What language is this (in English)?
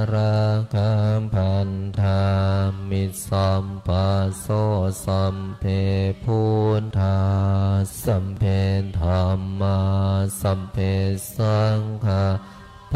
Pali